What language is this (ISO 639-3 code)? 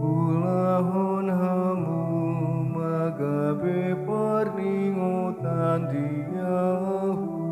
bbc